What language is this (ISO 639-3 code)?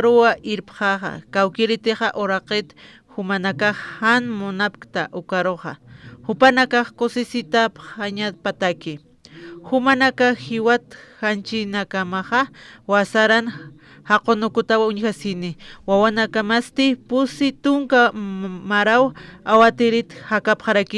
aym